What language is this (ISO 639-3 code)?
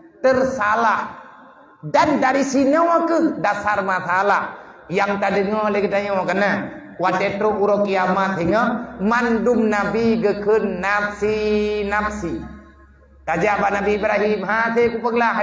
ace